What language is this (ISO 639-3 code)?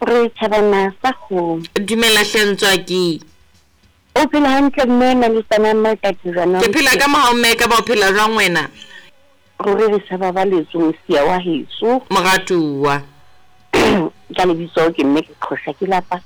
sot